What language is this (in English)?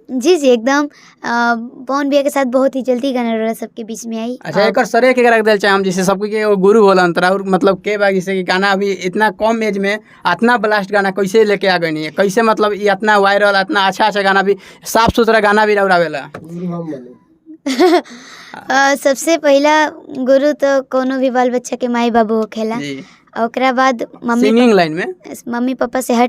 Bhojpuri